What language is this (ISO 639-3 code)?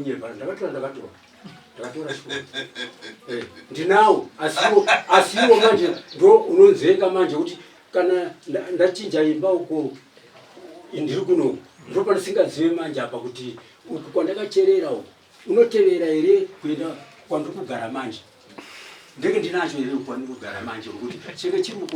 sna